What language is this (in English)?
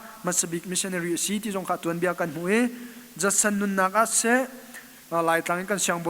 Hakha Chin